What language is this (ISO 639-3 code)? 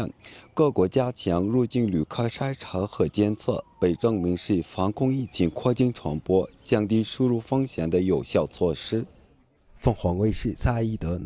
zho